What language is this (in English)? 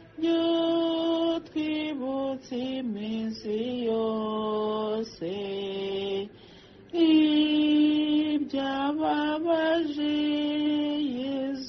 Kinyarwanda